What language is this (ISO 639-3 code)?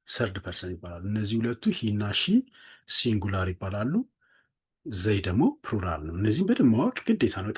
amh